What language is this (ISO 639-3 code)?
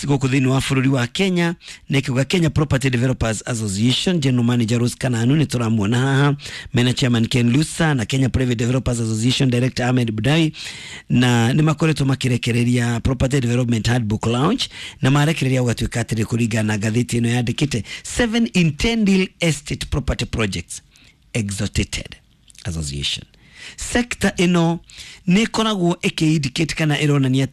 kik